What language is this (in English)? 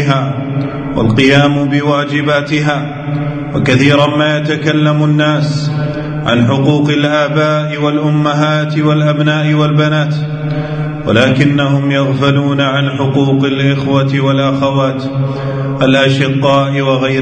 Arabic